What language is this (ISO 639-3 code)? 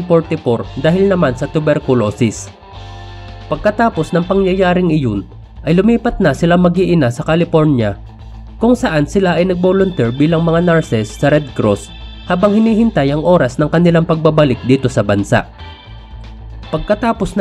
fil